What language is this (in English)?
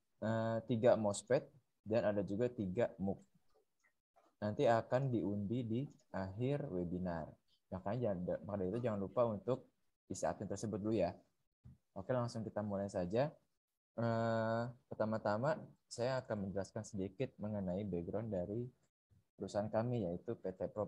Indonesian